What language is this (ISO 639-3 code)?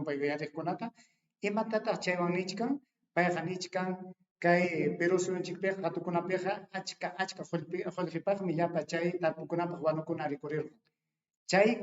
quy